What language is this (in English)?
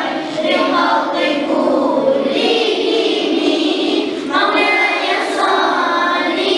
Kumyk